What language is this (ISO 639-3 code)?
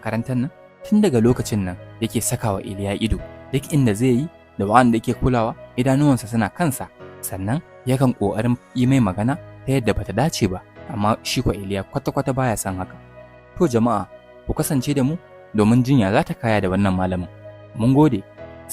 hau